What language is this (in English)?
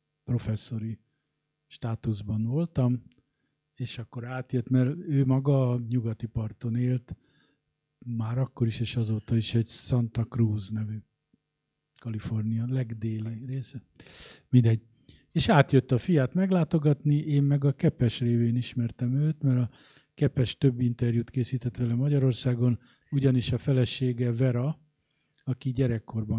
Hungarian